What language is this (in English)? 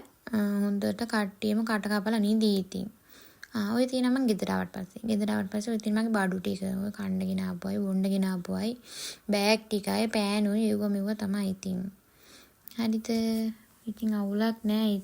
Sinhala